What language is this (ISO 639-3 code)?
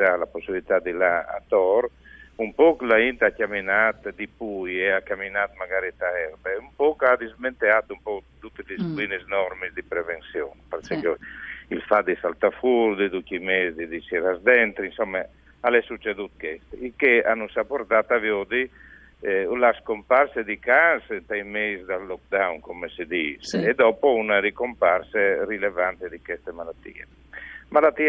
fur